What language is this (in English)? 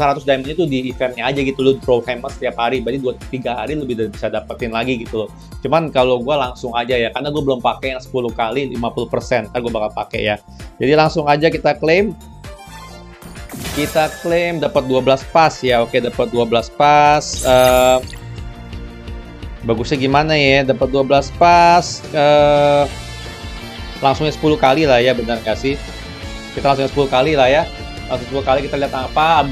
Indonesian